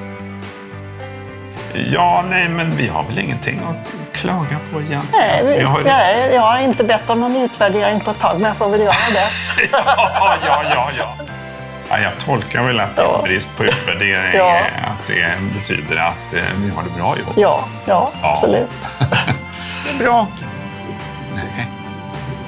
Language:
Swedish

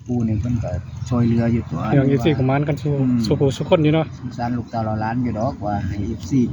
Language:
Northeastern Thai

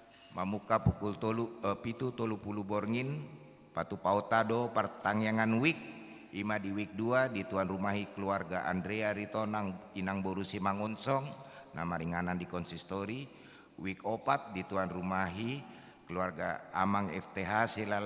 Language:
Batak Toba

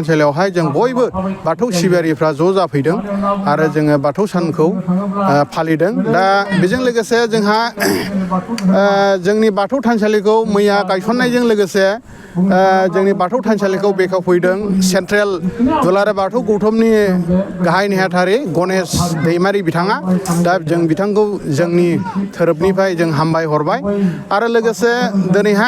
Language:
Bodo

